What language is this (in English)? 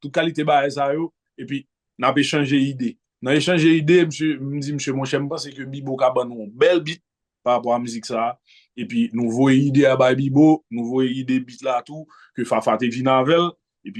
Haitian Creole